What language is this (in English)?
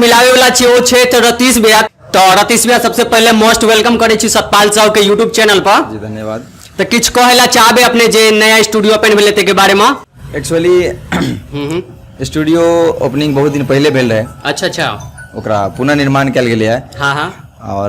Maithili